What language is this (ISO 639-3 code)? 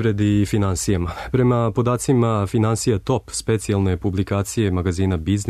srp